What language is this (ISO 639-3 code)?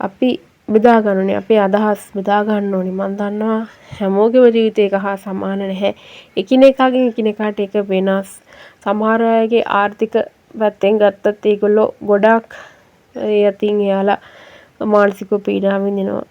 sin